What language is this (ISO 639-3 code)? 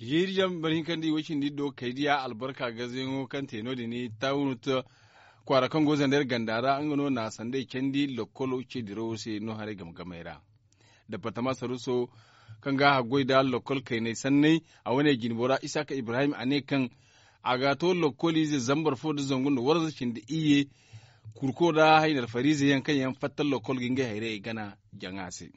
dje